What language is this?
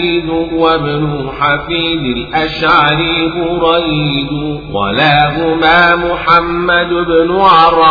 Arabic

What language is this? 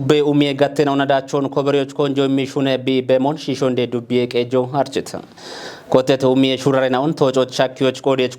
Kafa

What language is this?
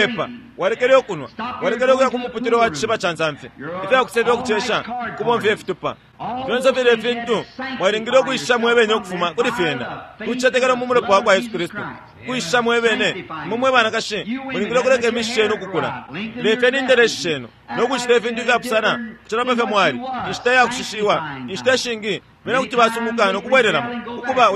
Bemba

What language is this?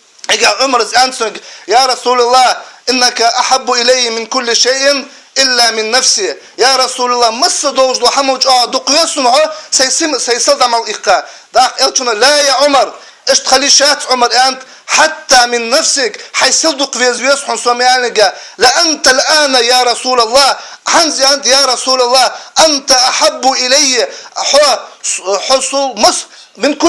Ingush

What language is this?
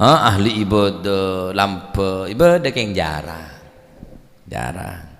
Madurese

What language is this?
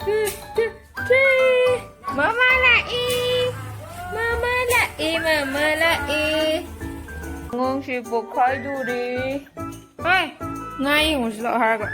Manipuri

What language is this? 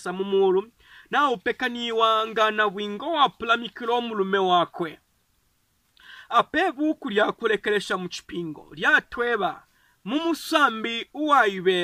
Bemba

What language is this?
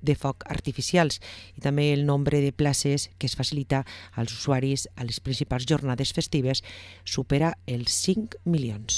Catalan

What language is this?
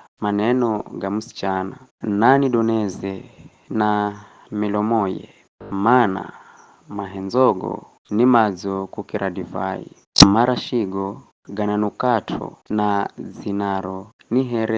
Giryama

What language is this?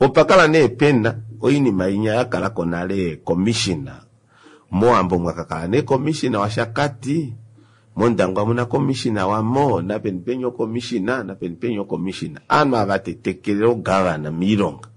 Kuanyama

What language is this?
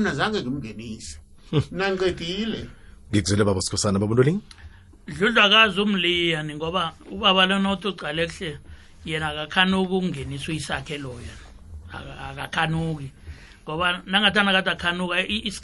South Ndebele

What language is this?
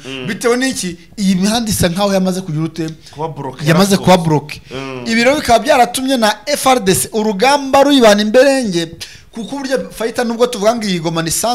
Kinyarwanda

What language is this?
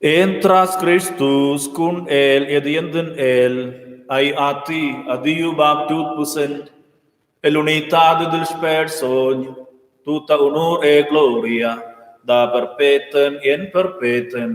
Romansh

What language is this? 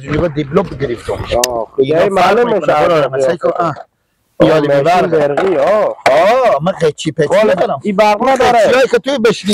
Hazaragi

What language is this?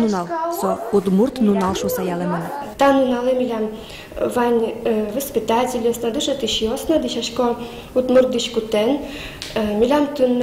Udmurt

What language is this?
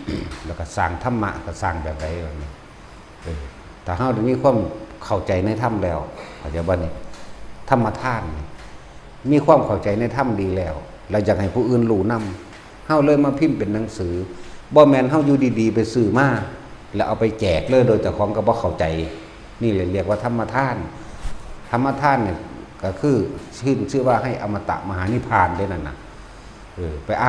Northeastern Thai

